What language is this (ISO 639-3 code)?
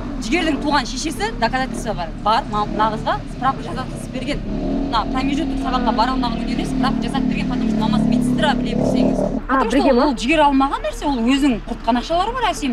kaz